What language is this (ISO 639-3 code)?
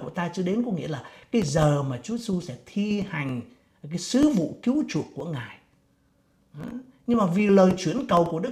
vie